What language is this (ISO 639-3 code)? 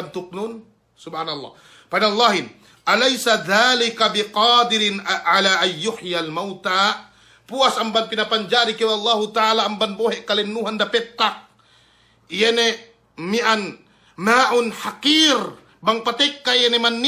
yka